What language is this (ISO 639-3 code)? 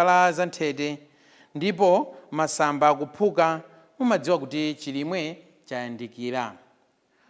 nya